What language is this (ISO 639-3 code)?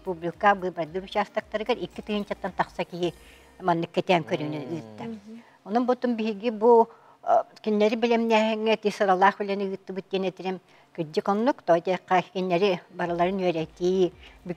sah